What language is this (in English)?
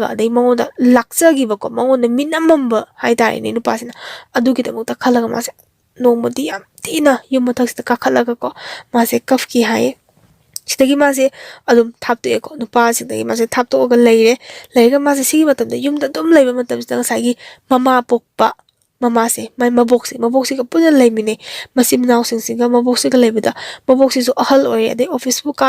Manipuri